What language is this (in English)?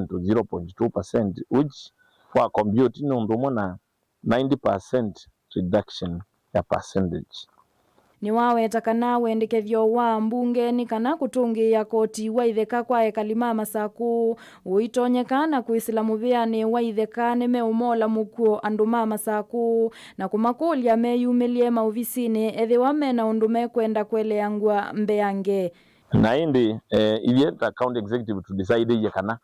Kamba